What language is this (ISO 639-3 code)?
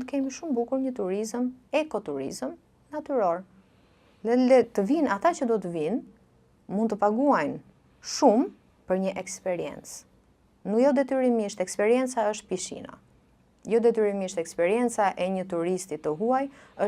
sqi